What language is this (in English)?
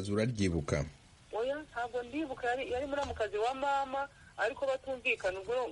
Kinyarwanda